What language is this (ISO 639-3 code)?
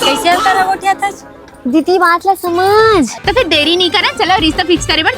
hne